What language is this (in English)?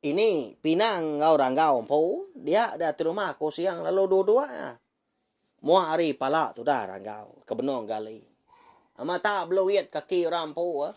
Iban